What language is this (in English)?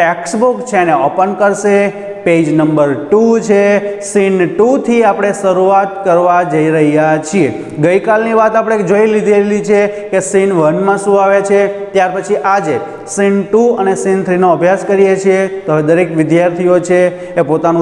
Gujarati